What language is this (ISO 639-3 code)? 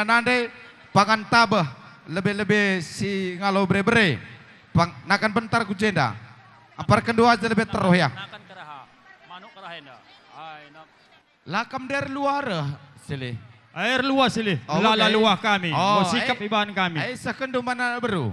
btx